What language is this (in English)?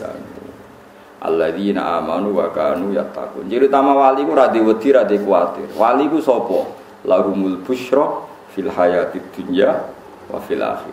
Javanese